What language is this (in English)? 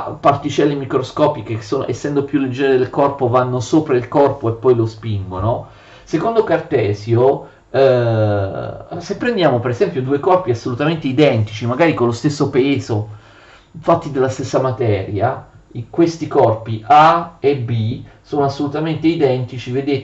Italian